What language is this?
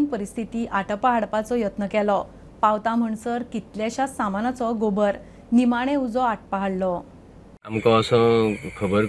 Konkani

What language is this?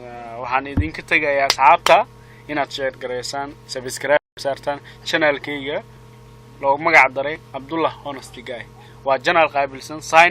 Somali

